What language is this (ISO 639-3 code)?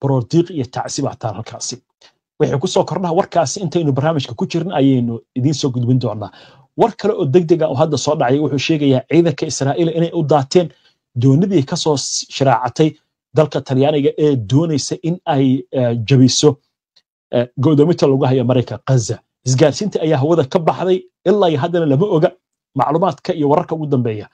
som